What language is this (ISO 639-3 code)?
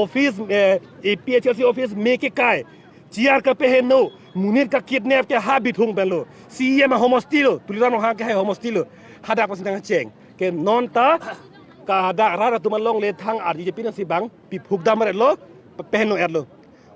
mjw